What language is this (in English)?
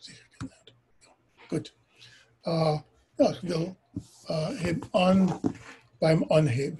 Yiddish